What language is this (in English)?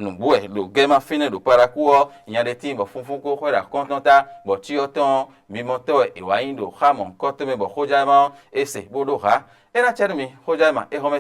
Fon